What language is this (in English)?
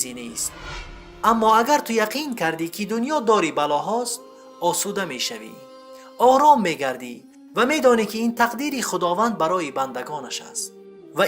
Persian